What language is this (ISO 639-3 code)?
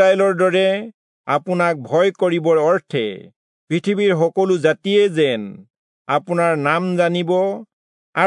asm